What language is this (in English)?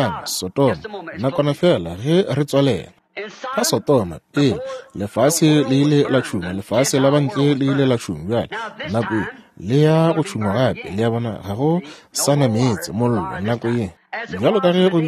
Northern Sotho